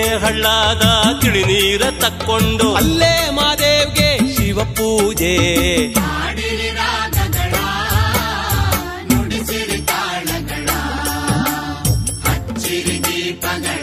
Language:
Kannada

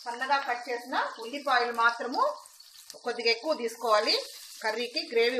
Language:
Telugu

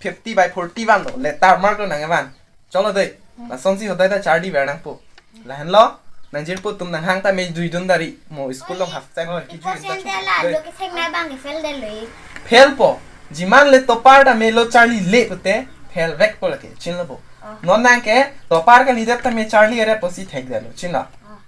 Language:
Karbi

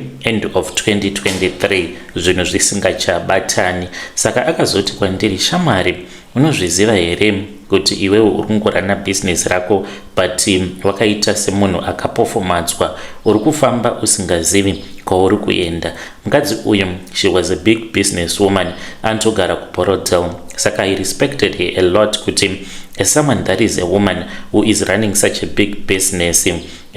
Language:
Shona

